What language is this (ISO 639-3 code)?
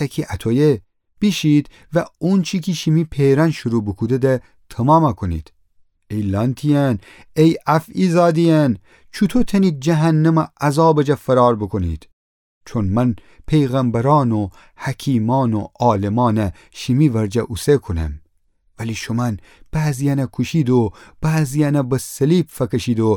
glk